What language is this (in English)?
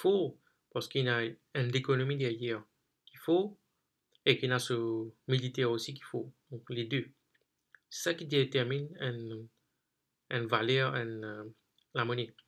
Morisyen